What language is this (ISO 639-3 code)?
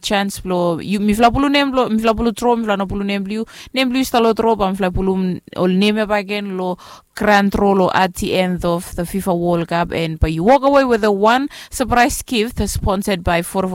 bis